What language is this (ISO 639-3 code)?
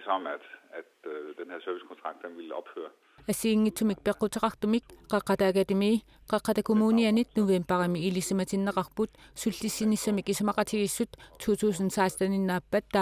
kal